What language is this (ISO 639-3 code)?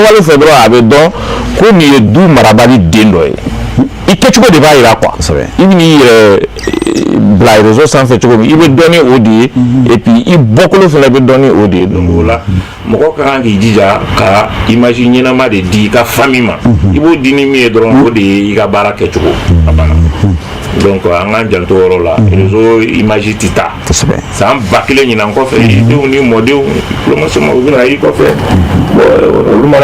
bam